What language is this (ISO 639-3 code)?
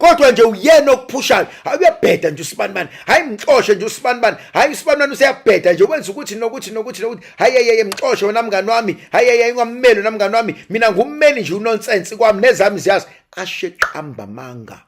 zul